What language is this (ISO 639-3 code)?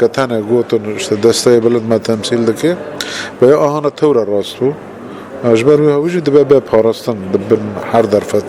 kur